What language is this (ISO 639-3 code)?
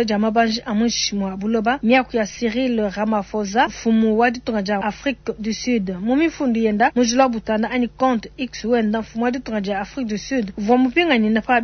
lua